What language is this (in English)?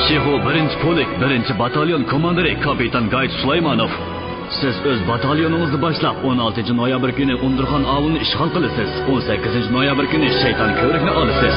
Uyghur